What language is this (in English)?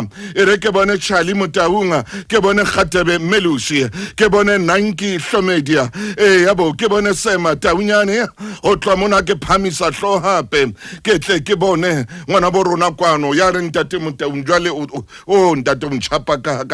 Southern Sotho